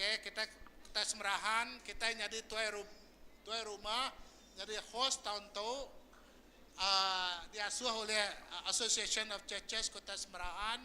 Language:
Iban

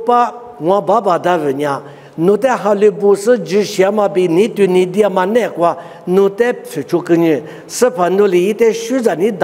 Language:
Lisu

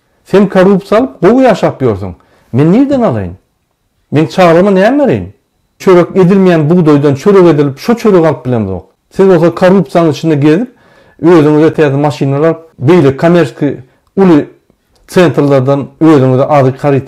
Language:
Turkmen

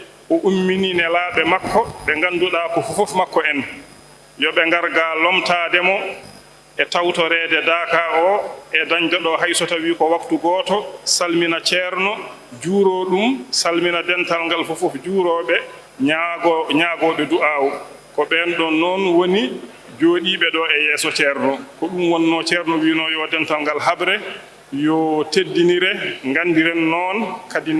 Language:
Fula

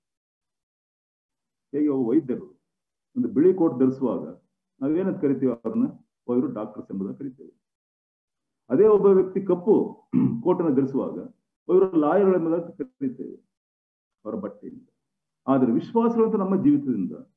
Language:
Kannada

